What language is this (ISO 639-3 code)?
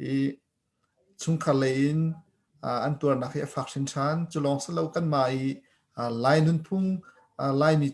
cnh